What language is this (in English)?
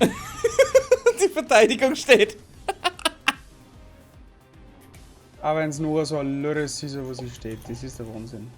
Bavarian